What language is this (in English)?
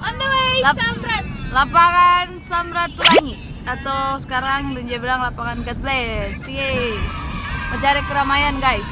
Manado Malay